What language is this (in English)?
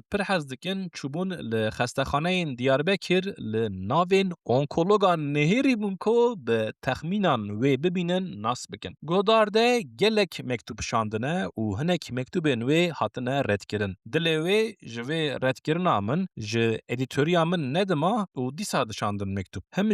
Kurdish